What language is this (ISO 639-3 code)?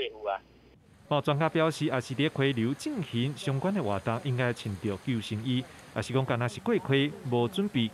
nan